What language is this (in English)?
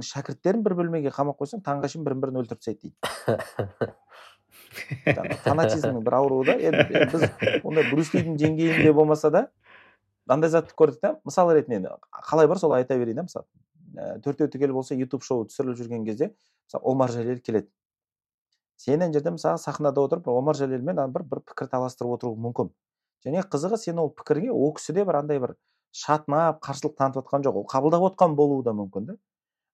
Kazakh